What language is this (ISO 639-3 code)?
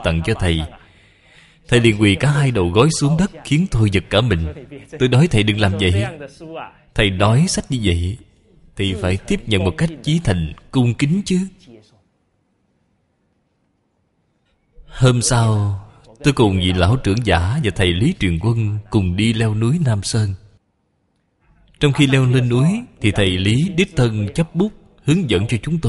vie